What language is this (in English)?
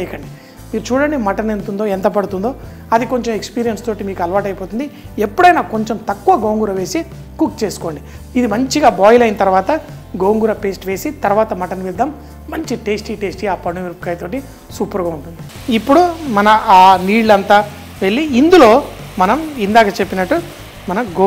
Telugu